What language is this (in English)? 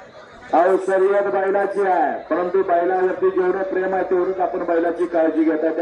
Marathi